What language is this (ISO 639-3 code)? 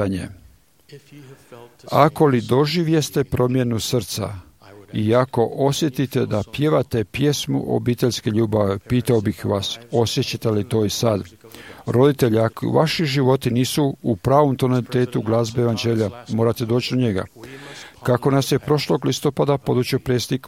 hrv